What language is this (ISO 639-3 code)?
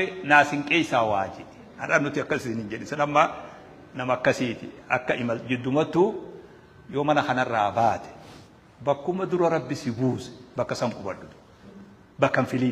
orm